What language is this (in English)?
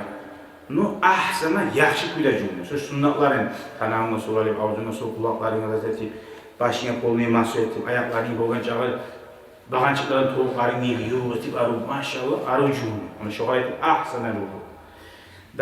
Kumyk